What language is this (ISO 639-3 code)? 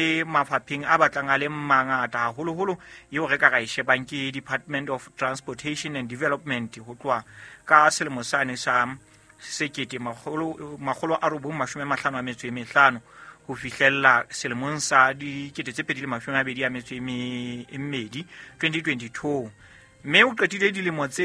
sot